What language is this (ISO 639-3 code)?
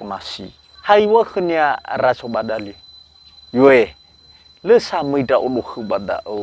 nia